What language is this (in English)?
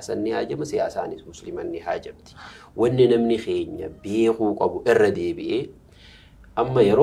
Oromo